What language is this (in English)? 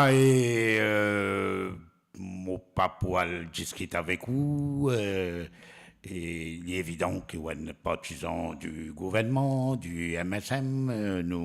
Morisyen